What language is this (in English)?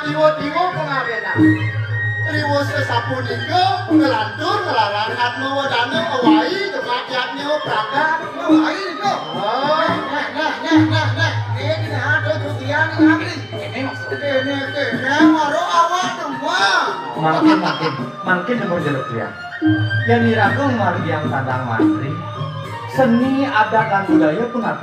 Balinese